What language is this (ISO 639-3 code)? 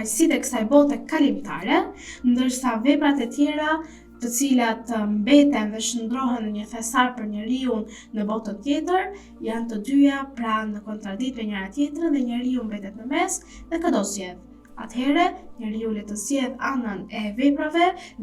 sqi